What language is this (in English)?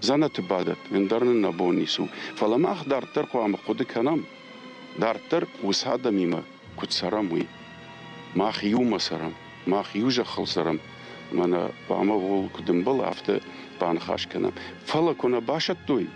Ossetic